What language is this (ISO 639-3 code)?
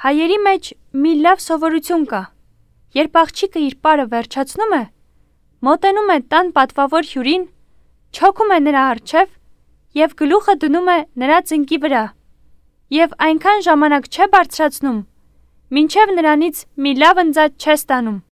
hye